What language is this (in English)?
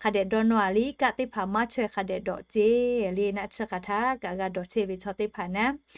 Lahu